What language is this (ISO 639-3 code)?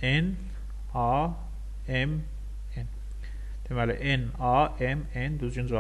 aze